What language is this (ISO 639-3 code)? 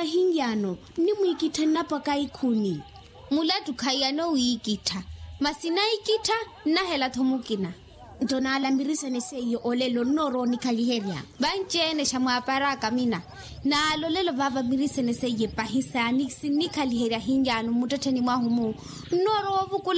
vmw